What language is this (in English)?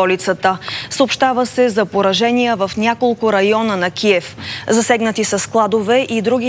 Bulgarian